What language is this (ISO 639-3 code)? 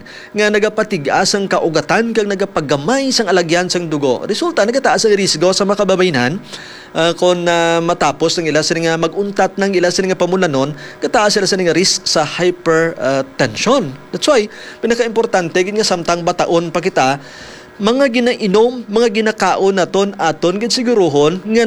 hil